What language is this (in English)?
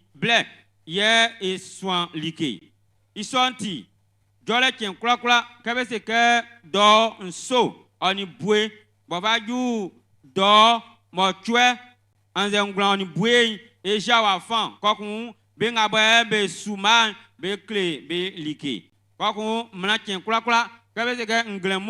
Baoulé